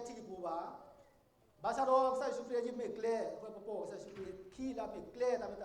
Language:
S'gaw Karen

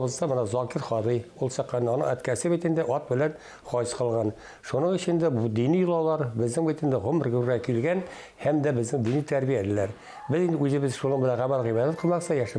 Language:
Bashkir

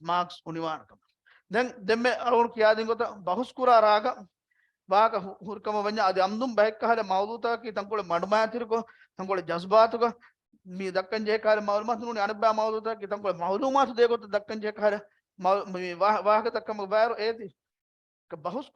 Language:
Divehi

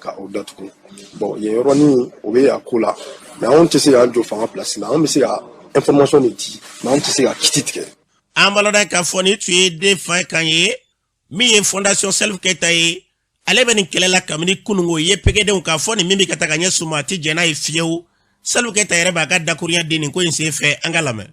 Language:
Bambara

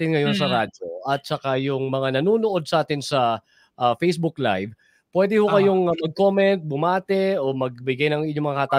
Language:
Filipino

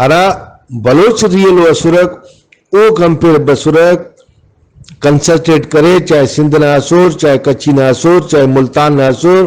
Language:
Brahui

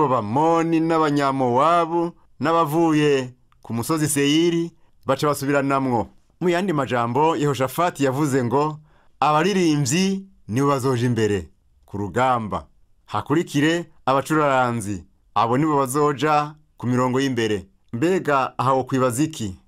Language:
Rundi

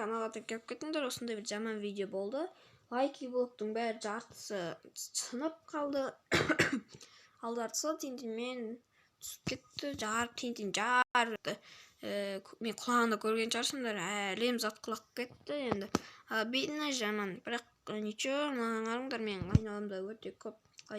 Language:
Kazakh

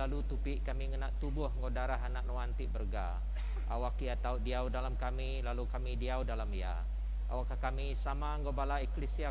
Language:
Iban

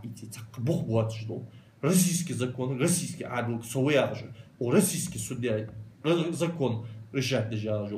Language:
Ingush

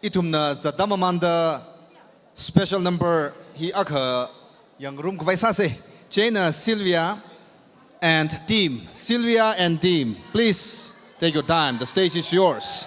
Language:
Tangkhul Naga (India)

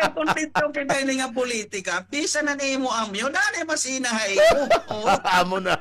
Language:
Waray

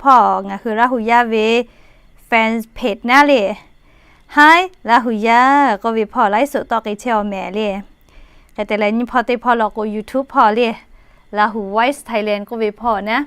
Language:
Lahu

